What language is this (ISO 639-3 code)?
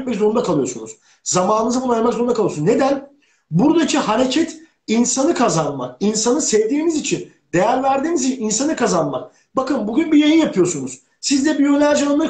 tur